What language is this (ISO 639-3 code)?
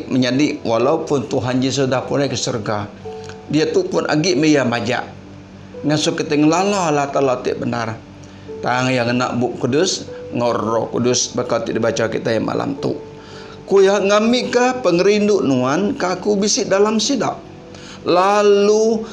iba